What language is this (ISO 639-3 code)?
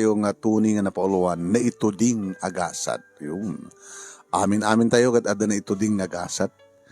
ilo